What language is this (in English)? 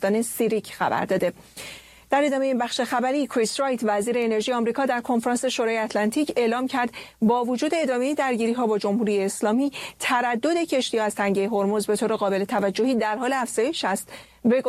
Persian